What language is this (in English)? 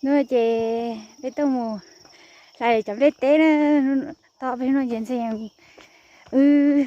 Hmong